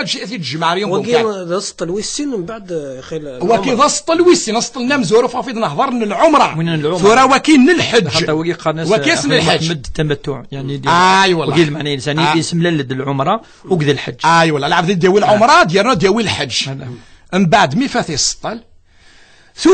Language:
Kabyle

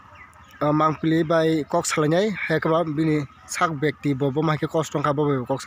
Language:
Kok Borok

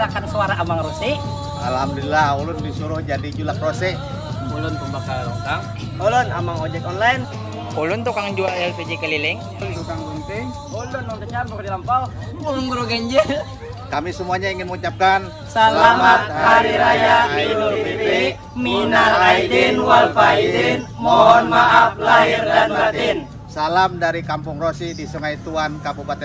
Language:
Banjar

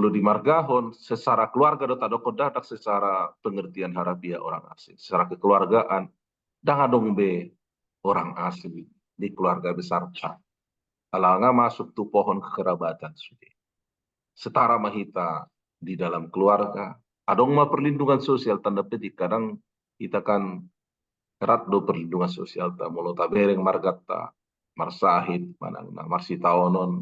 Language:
Batak Toba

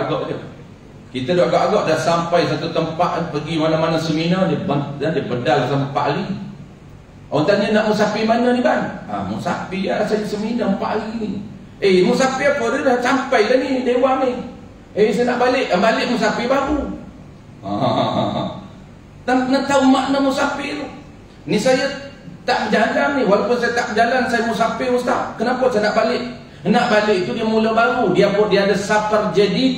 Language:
Malay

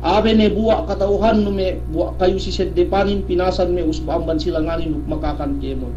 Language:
Yakan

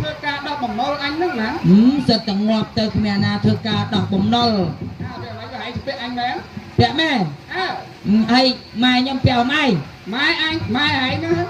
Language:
Khmer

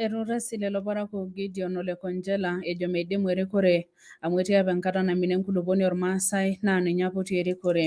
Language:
Masai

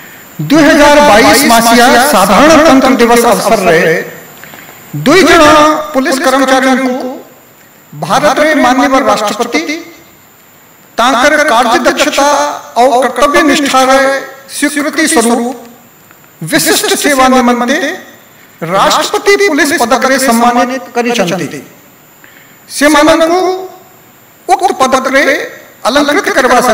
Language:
Odia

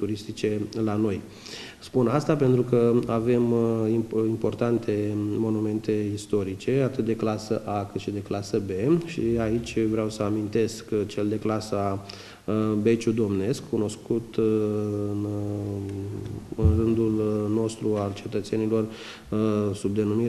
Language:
Romanian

